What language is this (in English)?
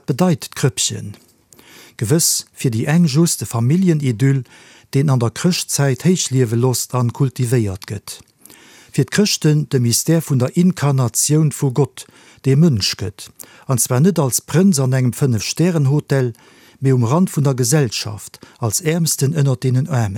Luxembourgish